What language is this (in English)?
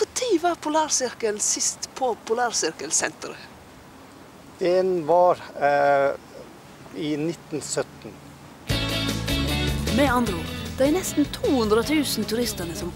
Norwegian Bokmål